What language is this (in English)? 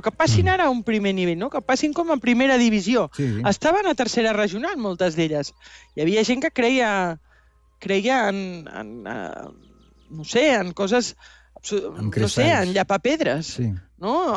Catalan